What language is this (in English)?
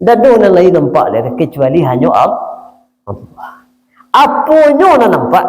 Minangkabau